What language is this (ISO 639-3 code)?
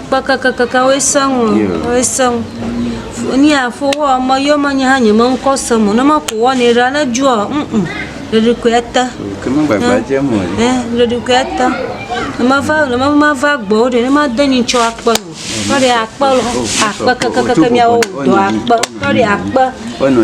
ewe